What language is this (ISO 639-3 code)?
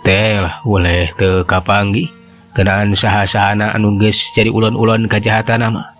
sun